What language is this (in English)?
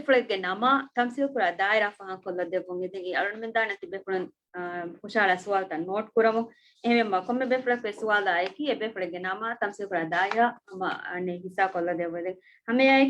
Divehi